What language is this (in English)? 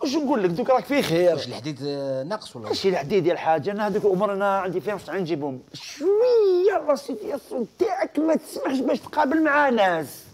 Algerian Arabic